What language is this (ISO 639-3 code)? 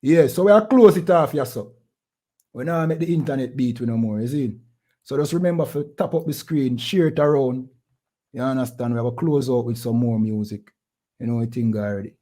jam